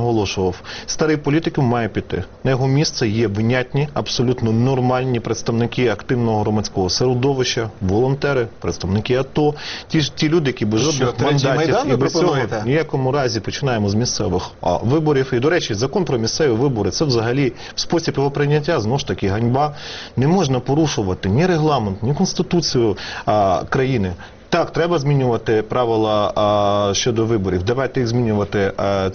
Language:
Ukrainian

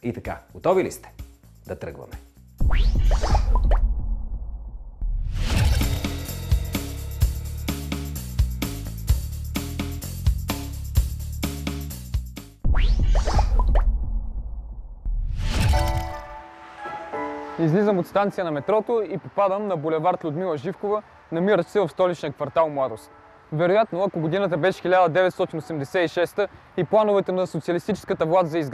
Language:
Bulgarian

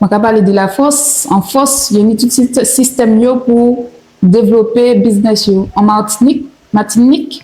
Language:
Guadeloupean Creole French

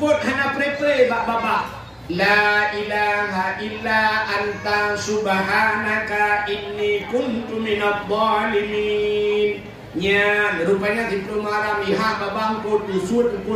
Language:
Achinese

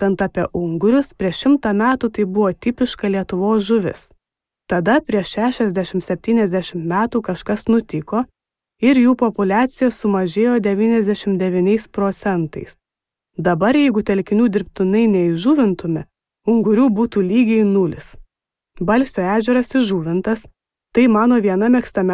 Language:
Lithuanian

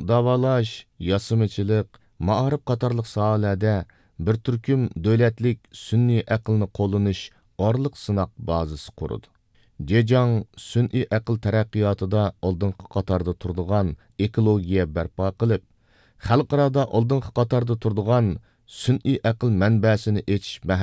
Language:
Uyghur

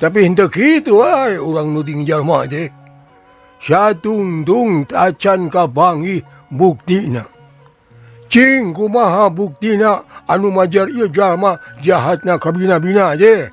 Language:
Sundanese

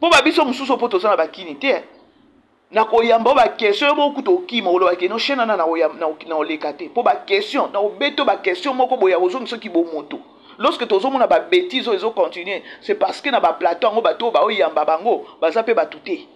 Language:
Lingala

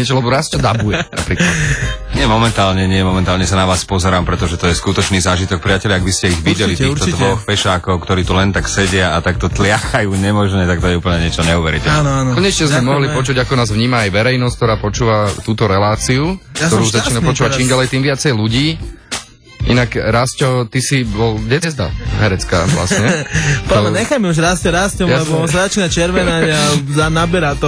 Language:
Slovak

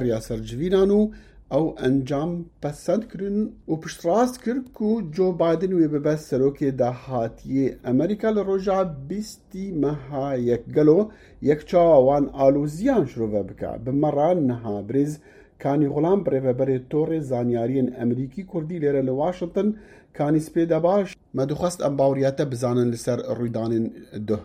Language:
Kurdish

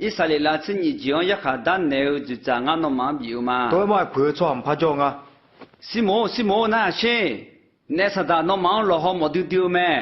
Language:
Akha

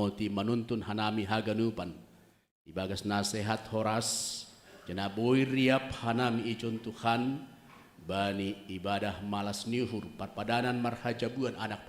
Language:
Batak Simalungun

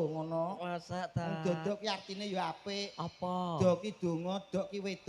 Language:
Javanese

